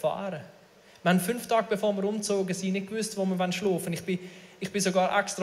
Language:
Swiss German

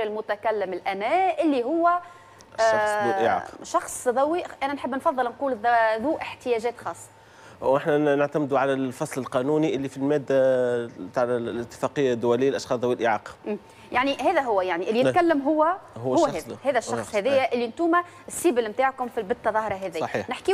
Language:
Tunisian Arabic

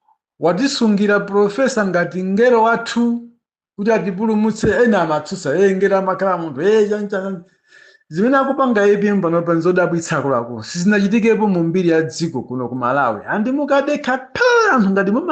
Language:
Nyanja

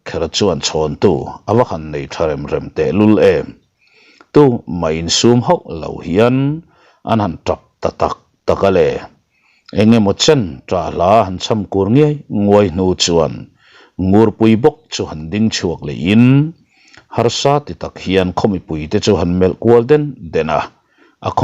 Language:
Mizo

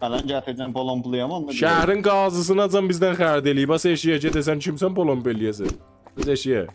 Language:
South Azerbaijani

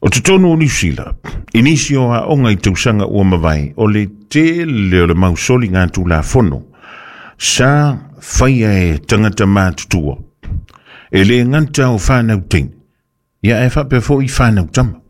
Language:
Samoan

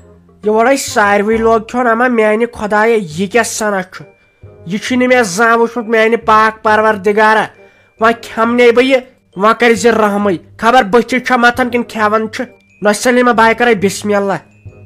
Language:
Kashmiri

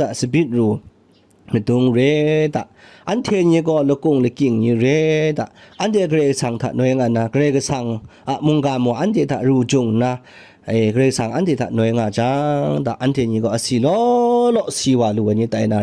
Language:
Kachin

